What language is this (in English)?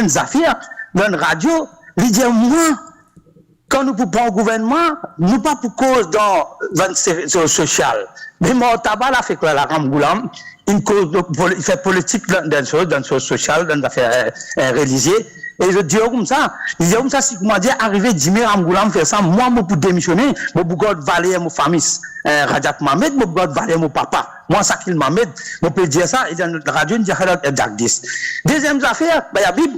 Morisyen